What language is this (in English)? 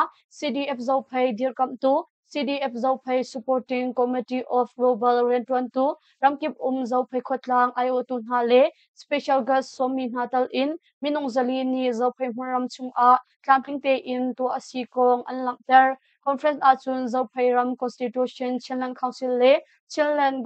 Hakha Chin